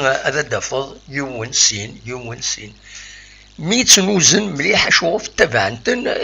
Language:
Kabyle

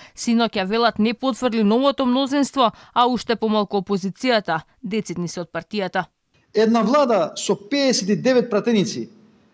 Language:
Macedonian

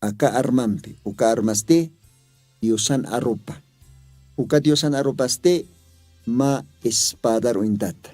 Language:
Aymara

